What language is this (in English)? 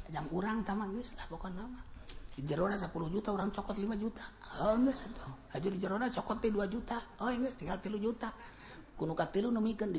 Sundanese